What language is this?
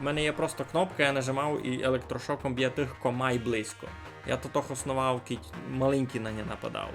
Rusyn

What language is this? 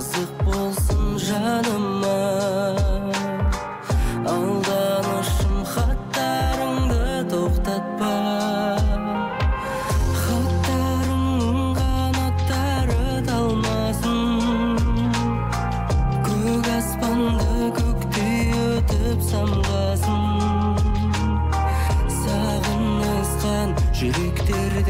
Kazakh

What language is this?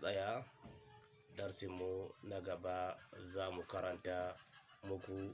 Hausa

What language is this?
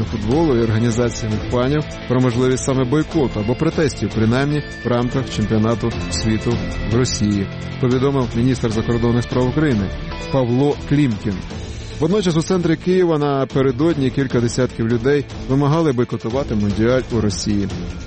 Ukrainian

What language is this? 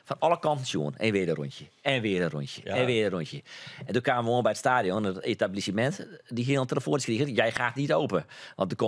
Western Frisian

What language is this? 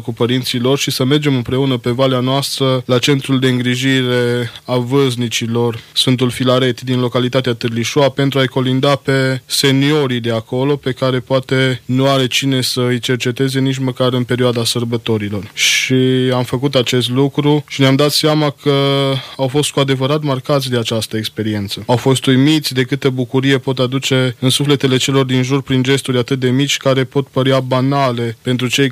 Romanian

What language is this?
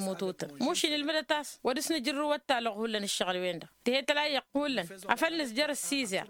Tamasheq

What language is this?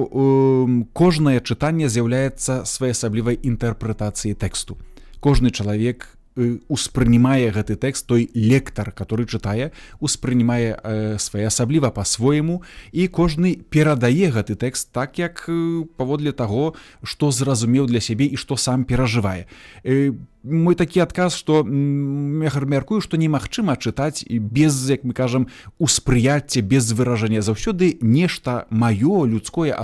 Belarusian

